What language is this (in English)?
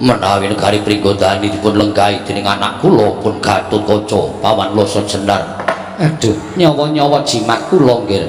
Javanese